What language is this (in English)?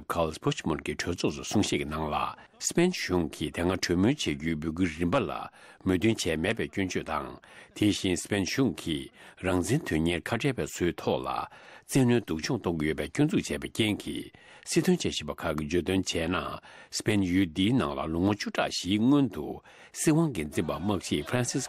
Tibetan